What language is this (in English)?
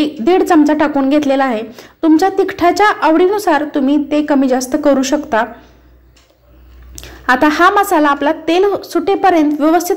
Marathi